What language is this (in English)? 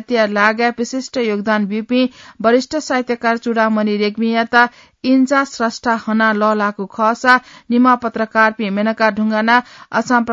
Newari